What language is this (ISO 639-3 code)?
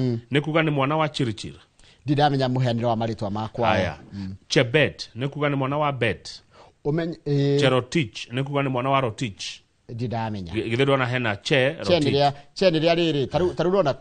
kik